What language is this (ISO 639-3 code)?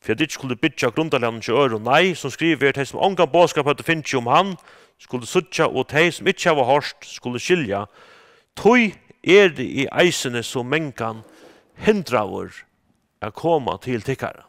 fao